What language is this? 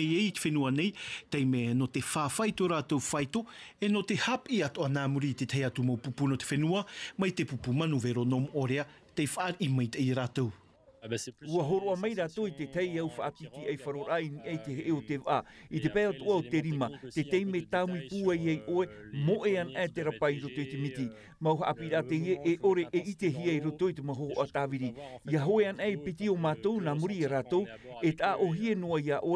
Tahitian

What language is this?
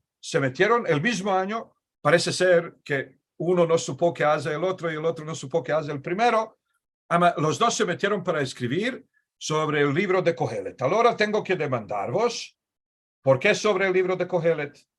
Ladino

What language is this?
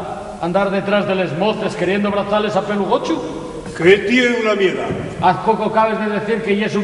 Asturian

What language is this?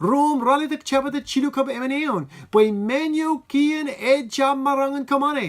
Marshallese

